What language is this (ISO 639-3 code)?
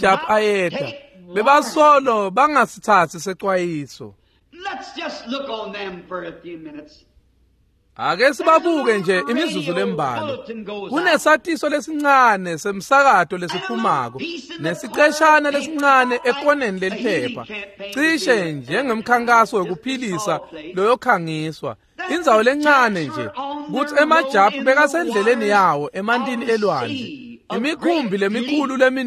ssw